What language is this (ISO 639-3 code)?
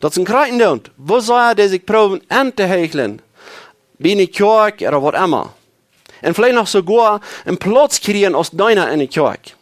pdt